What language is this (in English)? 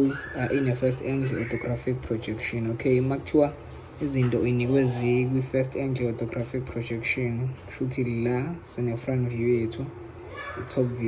Zulu